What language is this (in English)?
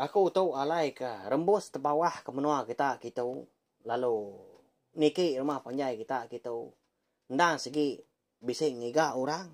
Iban